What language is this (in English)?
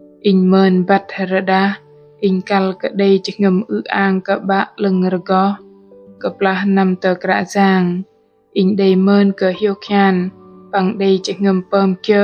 Bahnar